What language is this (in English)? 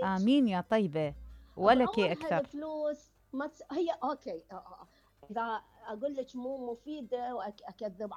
Mesopotamian Arabic